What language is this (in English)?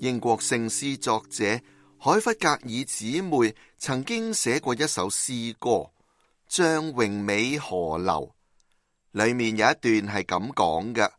Cantonese